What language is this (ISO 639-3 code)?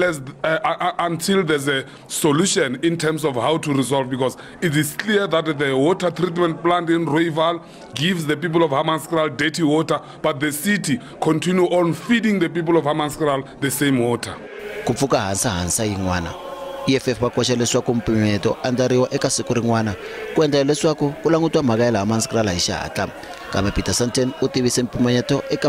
tso